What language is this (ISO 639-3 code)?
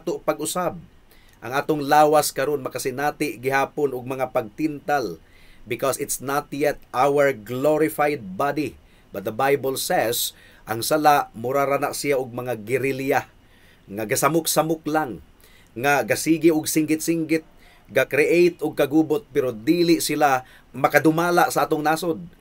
ceb